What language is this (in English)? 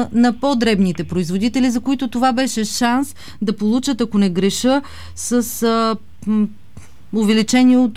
Bulgarian